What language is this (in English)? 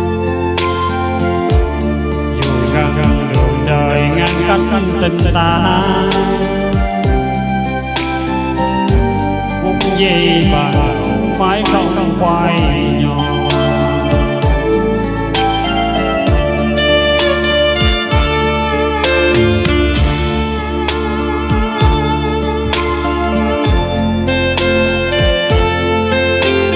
Vietnamese